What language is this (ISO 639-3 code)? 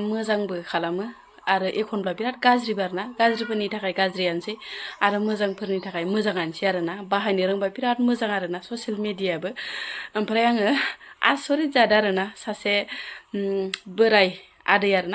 brx